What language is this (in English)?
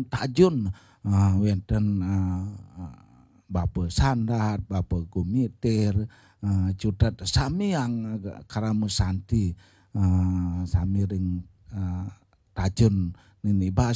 Balinese